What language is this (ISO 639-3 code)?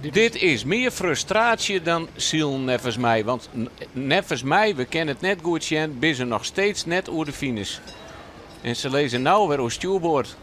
fry